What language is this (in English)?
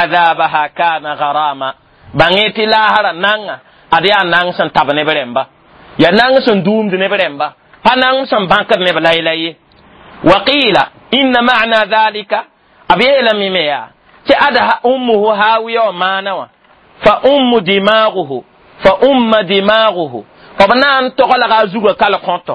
Mossi